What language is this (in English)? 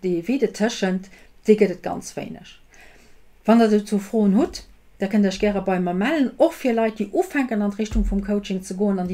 Luxembourgish